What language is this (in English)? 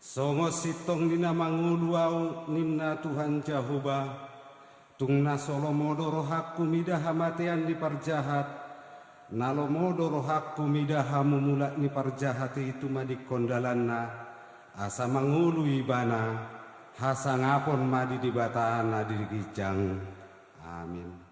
Batak Toba